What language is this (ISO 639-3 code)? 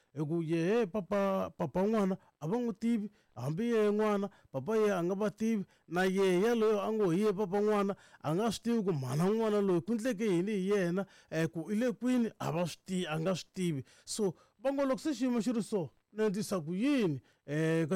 tso